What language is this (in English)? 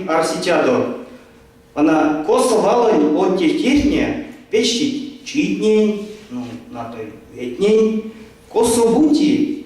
Erzya